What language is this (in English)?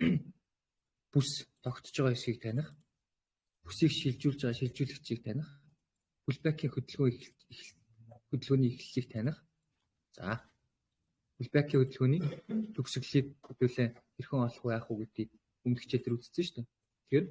Mongolian